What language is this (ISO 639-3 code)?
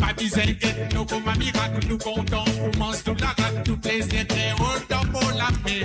mfe